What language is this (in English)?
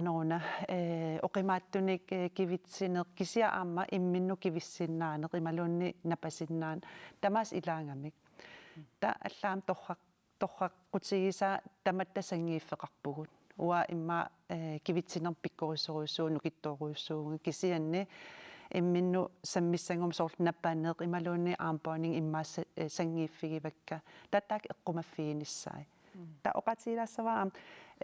Kalaallisut